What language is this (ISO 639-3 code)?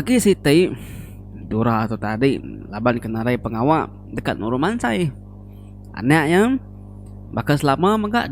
iba